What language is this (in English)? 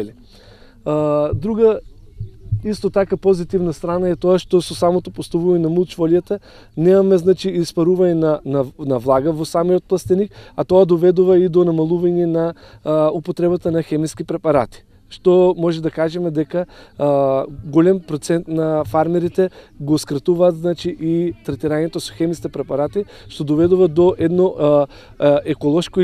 Macedonian